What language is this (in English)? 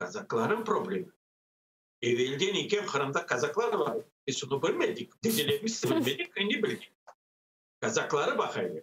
Crimean Tatar